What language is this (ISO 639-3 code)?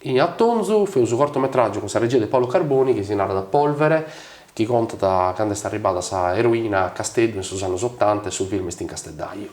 srd